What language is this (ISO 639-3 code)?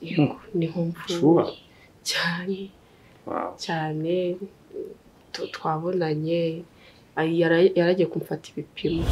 kin